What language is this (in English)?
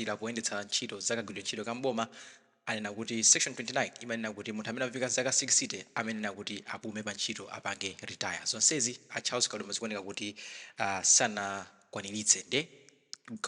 Nyanja